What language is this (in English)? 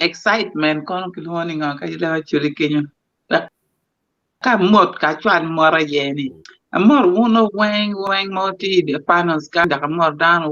Acoli